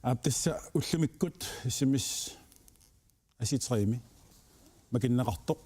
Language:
Kalaallisut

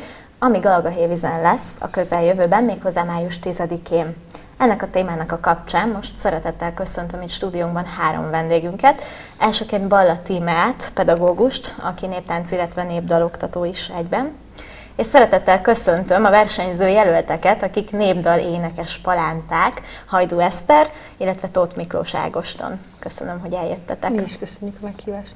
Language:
Hungarian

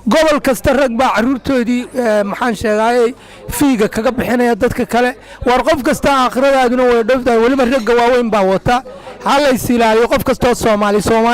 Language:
Somali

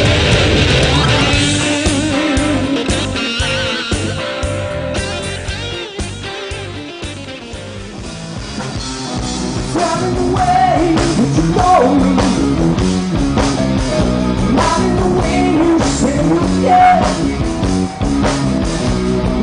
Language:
English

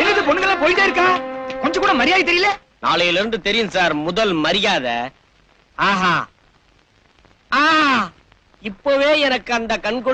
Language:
Tamil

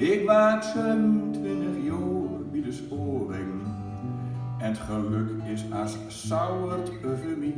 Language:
Gronings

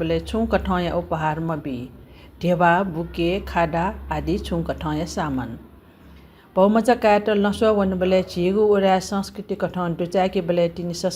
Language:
Newari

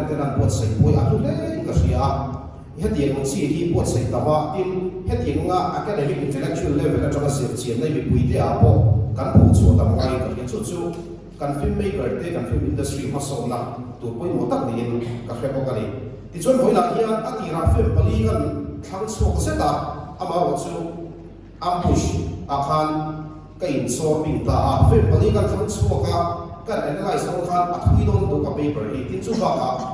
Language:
Mizo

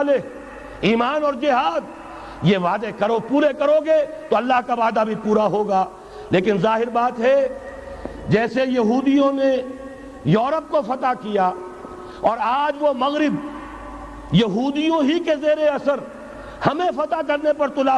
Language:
Urdu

